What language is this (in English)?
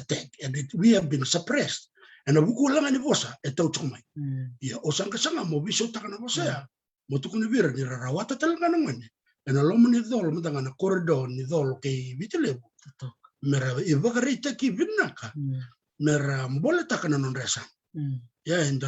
Fijian